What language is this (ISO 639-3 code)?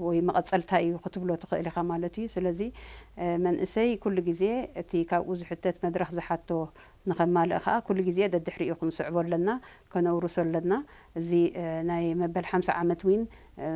tir